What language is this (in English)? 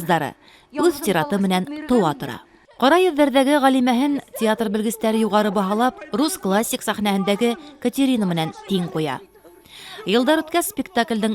Bashkir